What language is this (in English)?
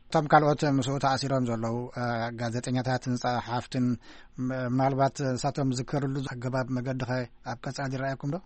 Tigrinya